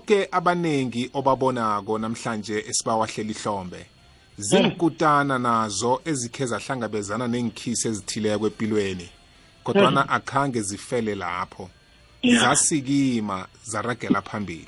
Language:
South Ndebele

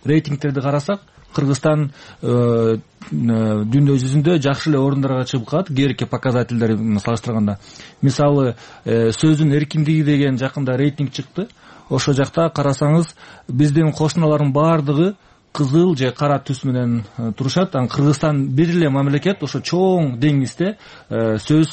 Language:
Kyrgyz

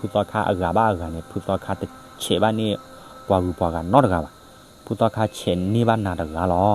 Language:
S'gaw Karen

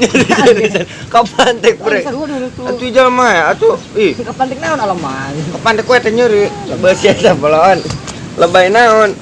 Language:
Sundanese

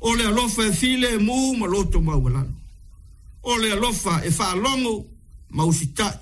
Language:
Samoan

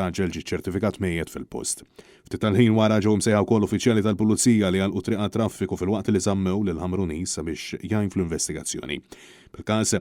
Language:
Maltese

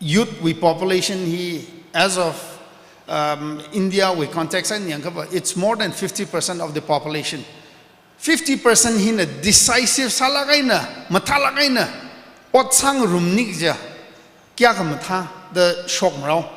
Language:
Tangkhul Naga (India)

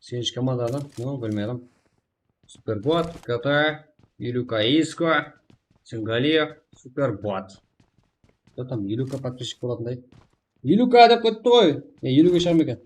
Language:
Kara-Kalpak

